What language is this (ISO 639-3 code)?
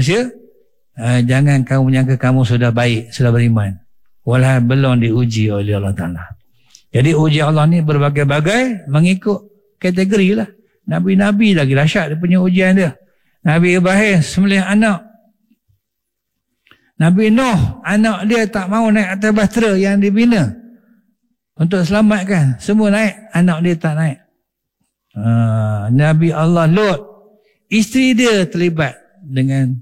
msa